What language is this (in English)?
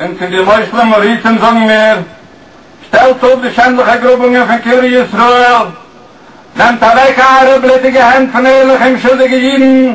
Yiddish